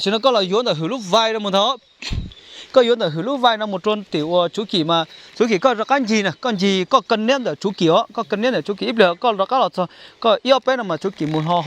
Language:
Hmong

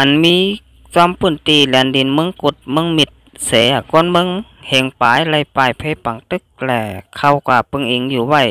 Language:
Shan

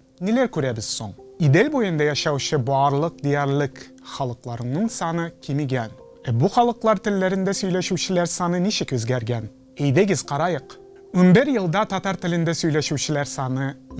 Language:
Tatar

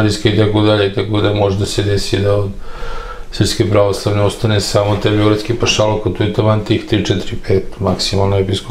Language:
Serbian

